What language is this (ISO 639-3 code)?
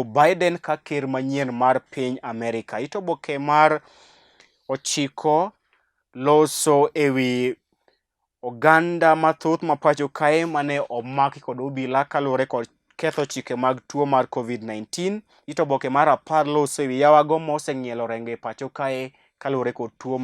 luo